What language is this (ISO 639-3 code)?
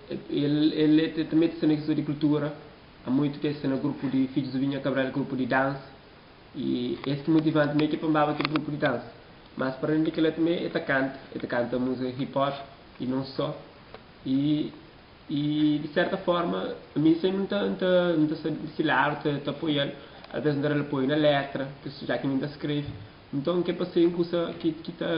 kea